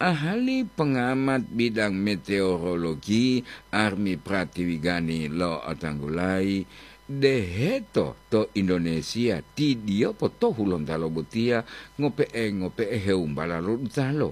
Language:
Gorontalo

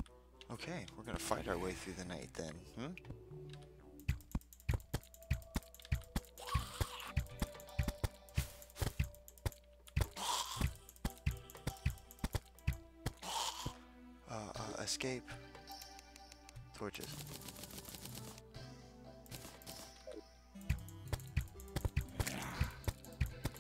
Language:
English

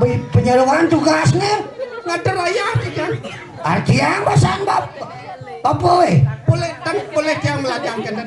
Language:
Balinese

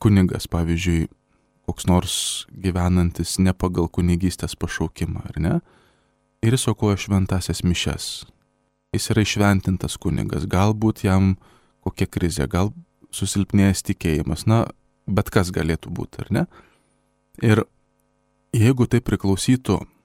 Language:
Lithuanian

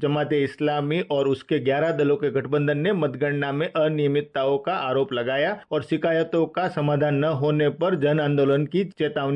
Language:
Gujarati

